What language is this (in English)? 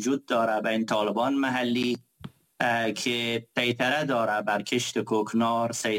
Persian